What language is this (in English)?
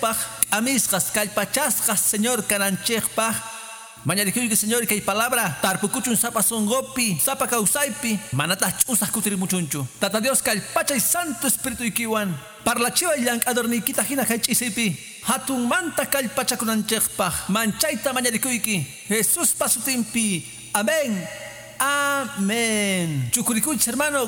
Quechua